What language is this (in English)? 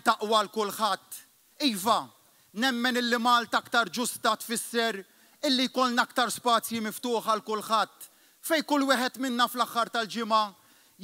Maltese